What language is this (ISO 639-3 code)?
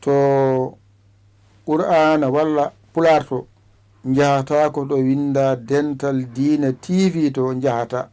ful